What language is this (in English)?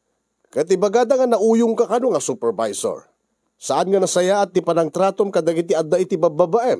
Iloko